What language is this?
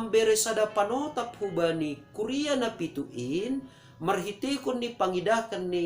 Batak Simalungun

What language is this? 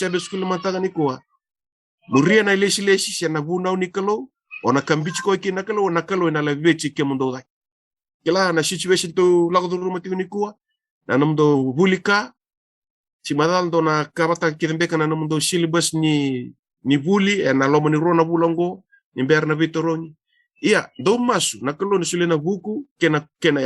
Fijian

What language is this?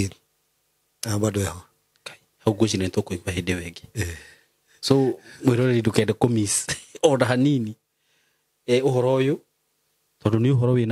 Kikuyu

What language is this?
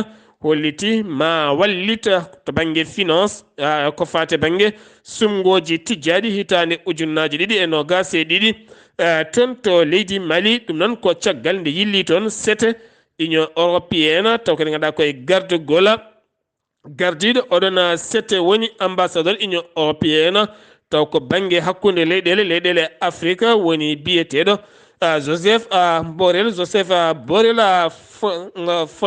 Fula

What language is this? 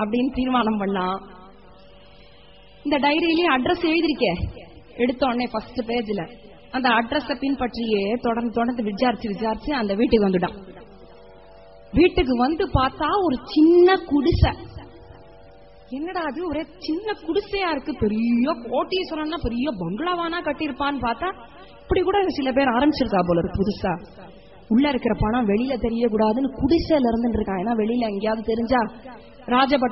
Tamil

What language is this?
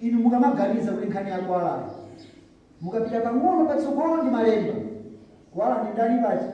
Nyanja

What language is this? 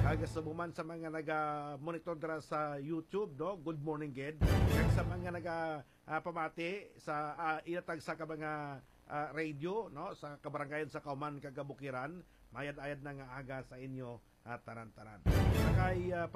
Hiligaynon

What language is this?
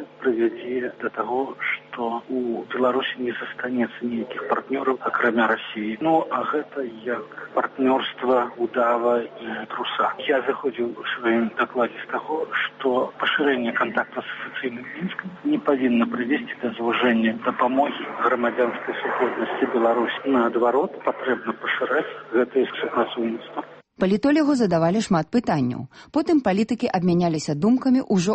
Belarusian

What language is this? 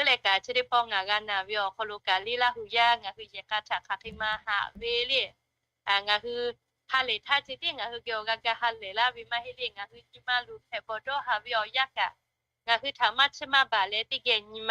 Lahu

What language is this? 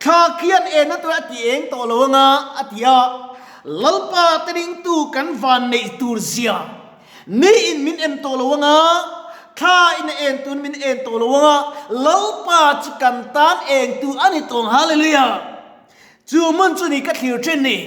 Mizo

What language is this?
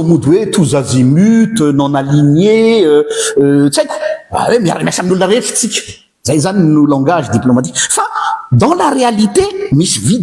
Malagasy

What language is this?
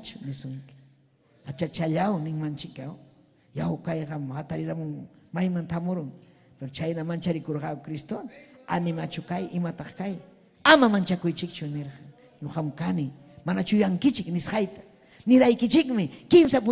Ayacucho Quechua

